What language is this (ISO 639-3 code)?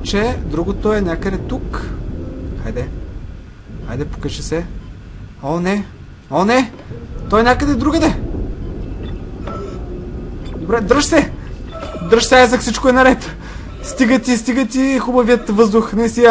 bul